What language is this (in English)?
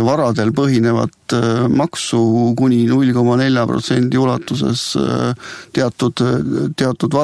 Estonian